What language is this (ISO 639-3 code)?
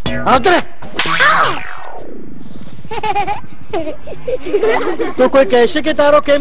guj